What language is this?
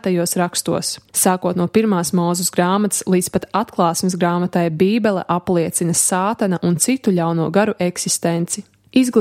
Latvian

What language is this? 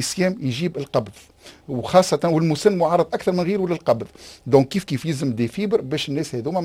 Tunisian Arabic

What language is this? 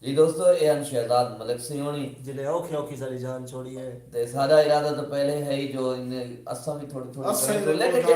Saraiki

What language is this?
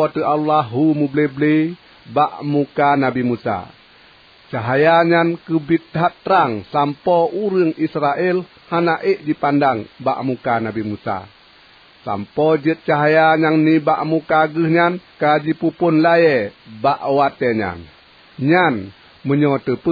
Achinese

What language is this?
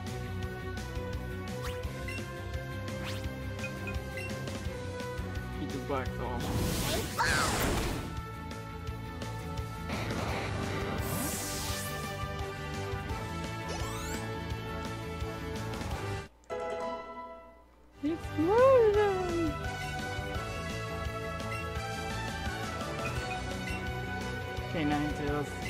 English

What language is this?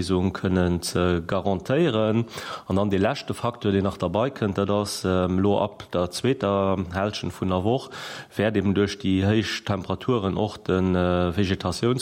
Luxembourgish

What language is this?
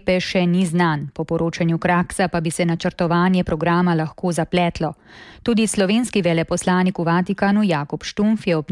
Slovenian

